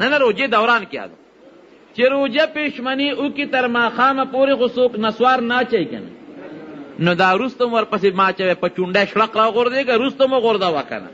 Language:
Pashto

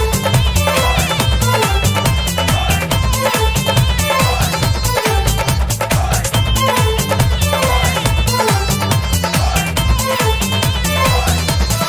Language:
Malayalam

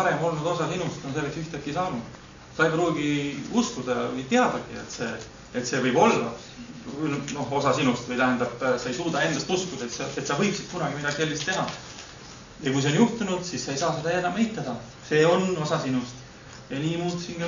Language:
Estonian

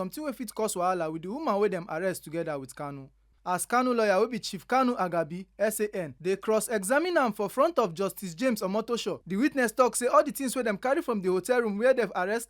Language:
Nigerian Pidgin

